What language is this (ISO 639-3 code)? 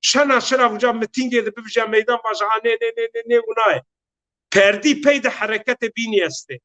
zza